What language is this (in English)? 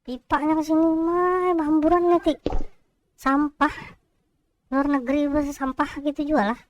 Banjar